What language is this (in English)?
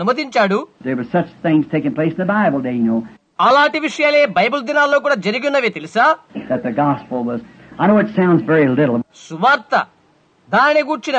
Telugu